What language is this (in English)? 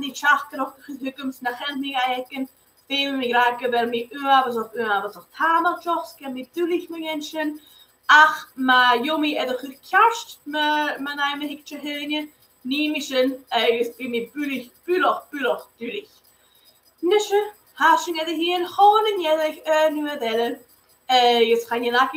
Scottish Gaelic